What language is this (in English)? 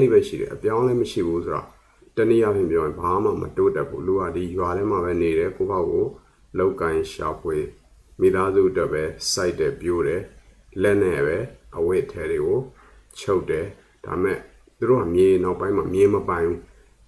Burmese